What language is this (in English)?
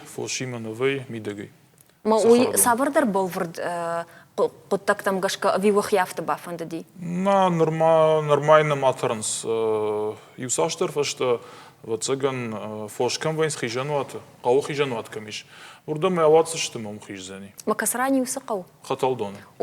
Ossetic